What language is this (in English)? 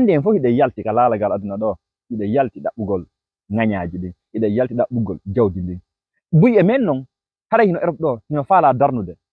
Fula